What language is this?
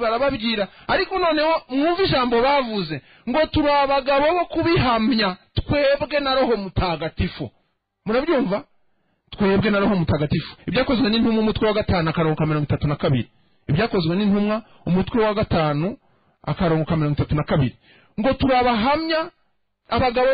Kinyarwanda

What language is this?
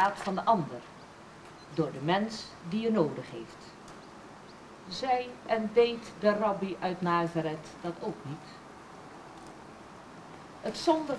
Dutch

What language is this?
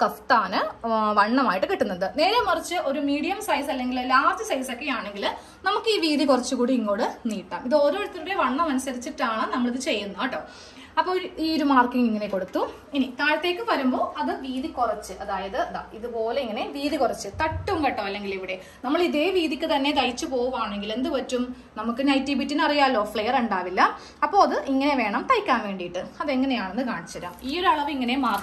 Malayalam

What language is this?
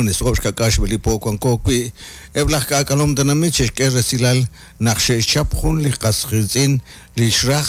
Kekchí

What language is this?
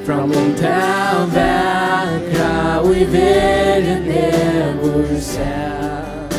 Faroese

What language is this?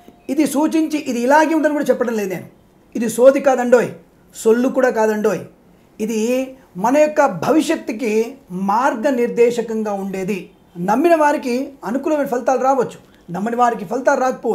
Telugu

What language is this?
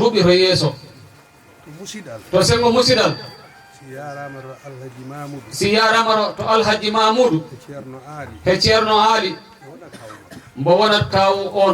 Fula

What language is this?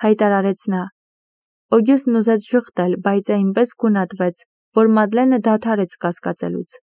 Armenian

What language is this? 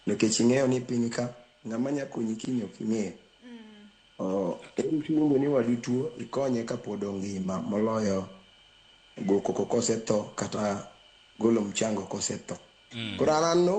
Luo (Kenya and Tanzania)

